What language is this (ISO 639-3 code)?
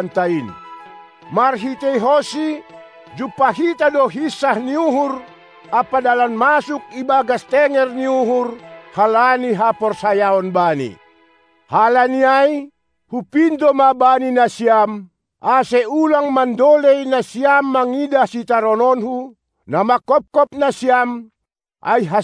bts